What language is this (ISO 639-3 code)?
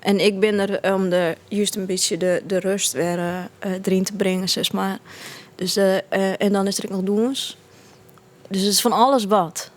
fry